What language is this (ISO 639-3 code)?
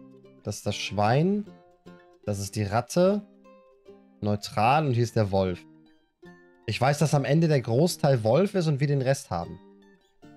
deu